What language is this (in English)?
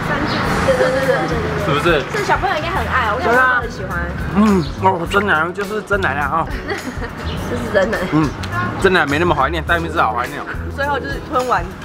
Chinese